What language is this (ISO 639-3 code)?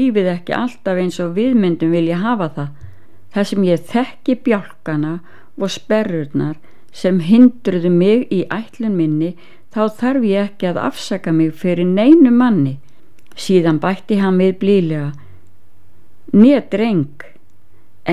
isl